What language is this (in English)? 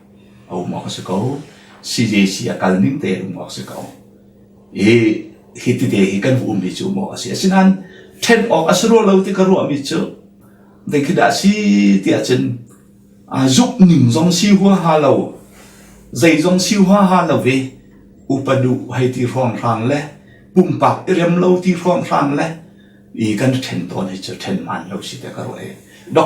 Hakha Chin